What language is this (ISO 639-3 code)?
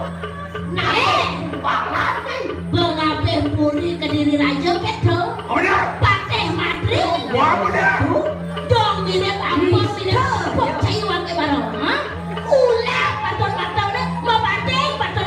ban